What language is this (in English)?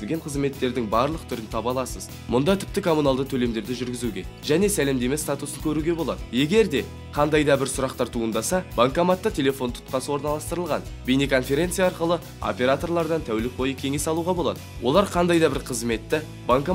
Kazakh